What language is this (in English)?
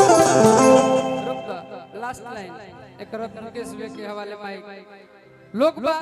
Magahi